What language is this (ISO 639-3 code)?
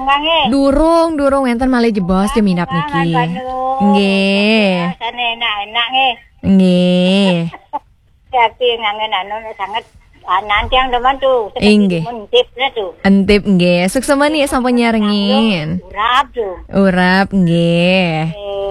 ban